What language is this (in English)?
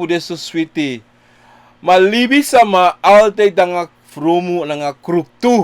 Sranan Tongo